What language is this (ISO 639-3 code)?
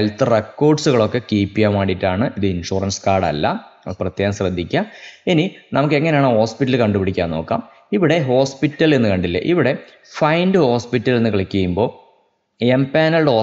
mal